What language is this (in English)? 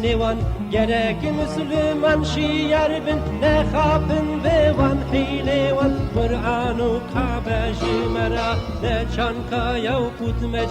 Kurdish